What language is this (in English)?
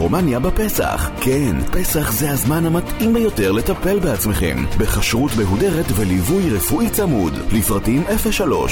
Hebrew